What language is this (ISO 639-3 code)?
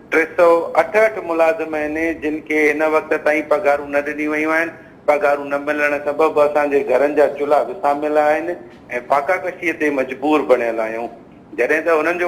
snd